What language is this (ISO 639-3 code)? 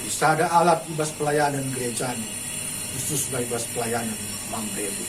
btx